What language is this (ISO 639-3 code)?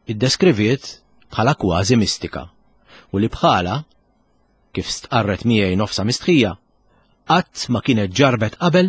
mlt